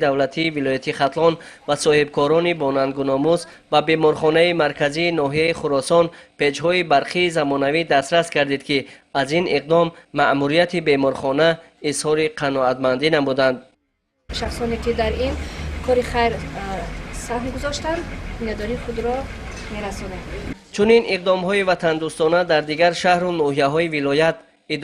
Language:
Tajik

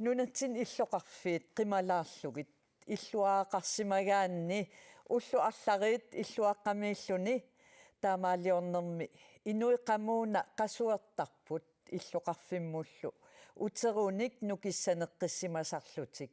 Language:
Kalaallisut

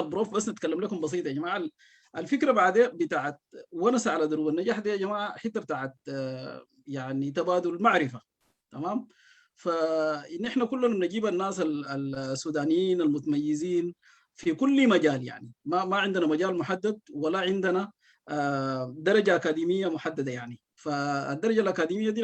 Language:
Sudanese Arabic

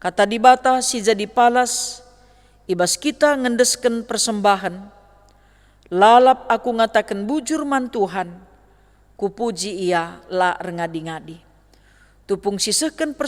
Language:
Batak Karo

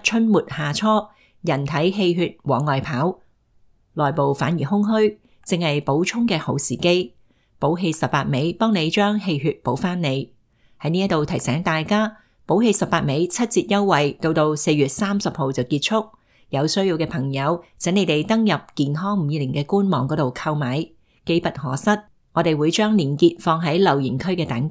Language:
Cantonese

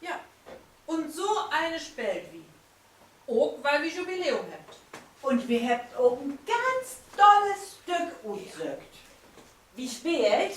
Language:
Low German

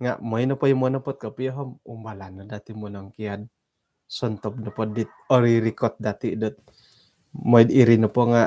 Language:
Central Dusun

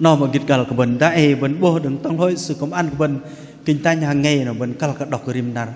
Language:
Bahnar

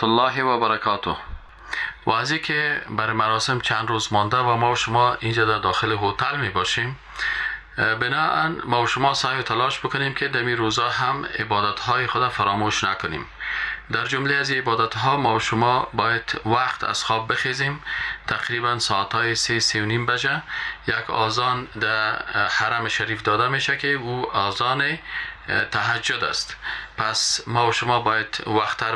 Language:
Persian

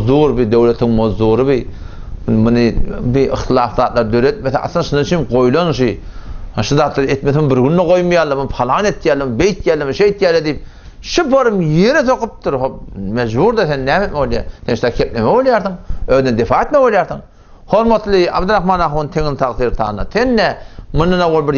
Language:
Turkmen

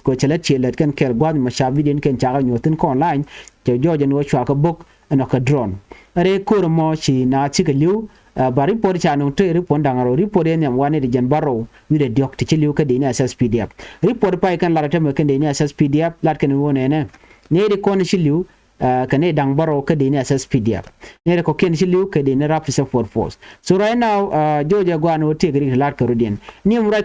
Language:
Nuer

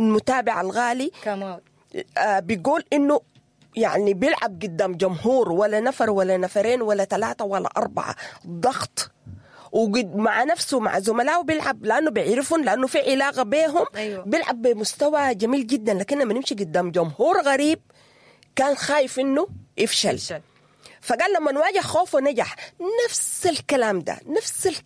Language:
Sudanese Arabic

